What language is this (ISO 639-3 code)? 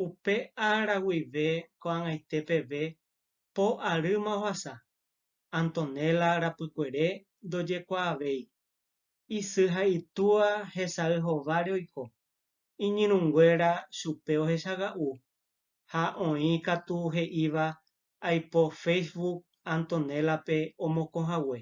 grn